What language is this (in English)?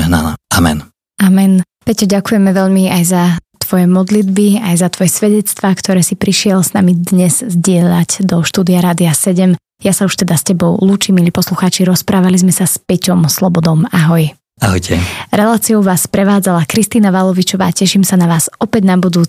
Slovak